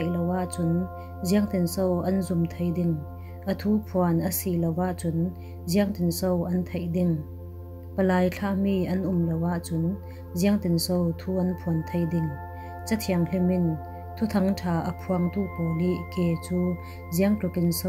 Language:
Falam Chin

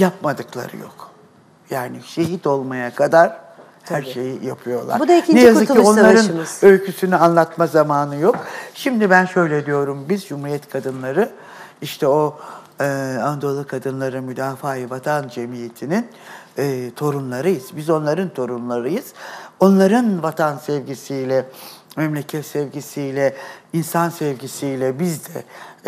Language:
Turkish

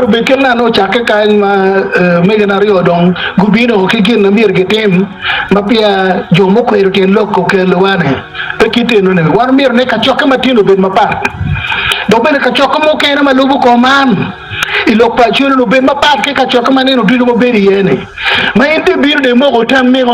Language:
Acoli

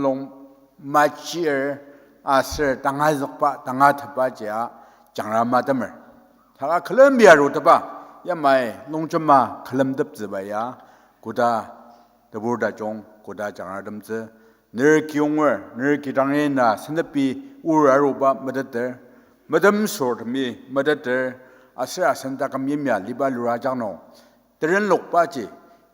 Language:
Ao Naga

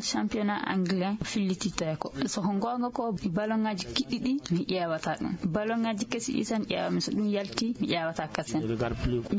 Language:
Fula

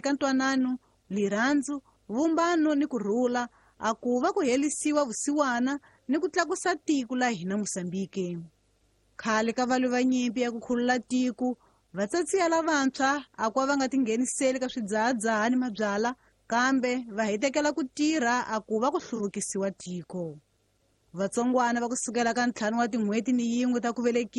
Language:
Tsonga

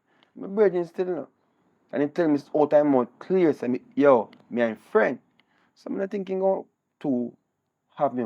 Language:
Jamaican Creole English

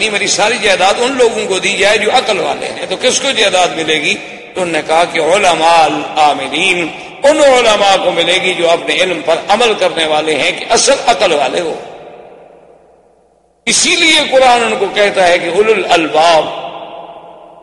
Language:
Urdu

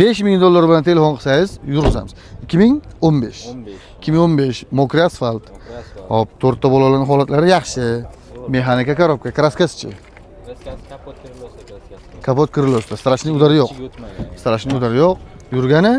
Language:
Uzbek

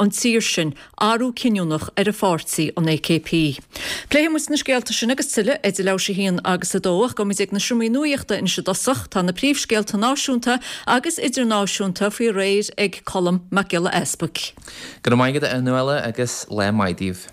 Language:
Irish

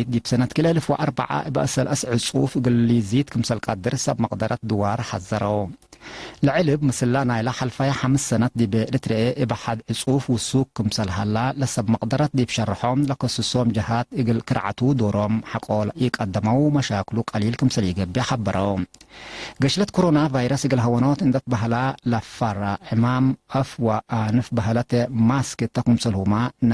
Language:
Tigre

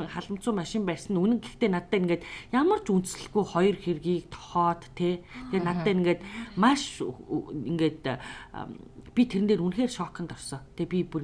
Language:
Mongolian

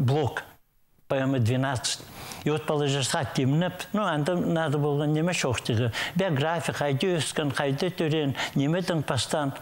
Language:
Khakas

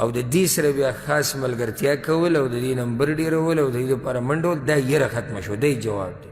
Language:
Pashto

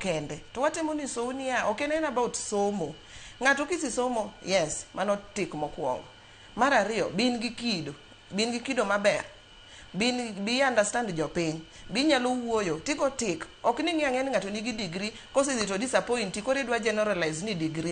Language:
Luo (Kenya and Tanzania)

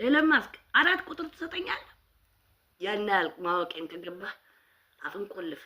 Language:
Amharic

